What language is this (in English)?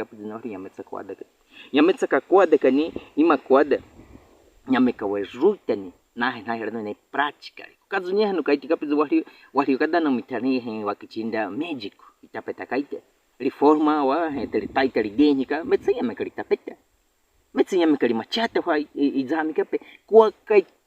Baniwa